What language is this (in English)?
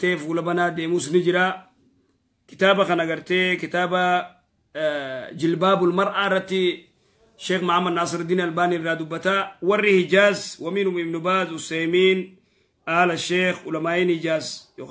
Oromo